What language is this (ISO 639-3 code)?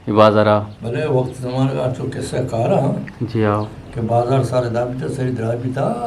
bgp